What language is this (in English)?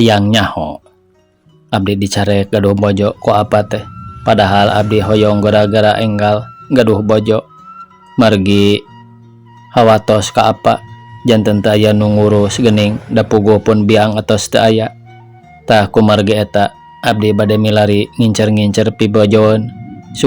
Sundanese